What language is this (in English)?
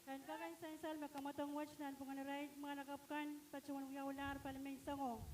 Pohnpeian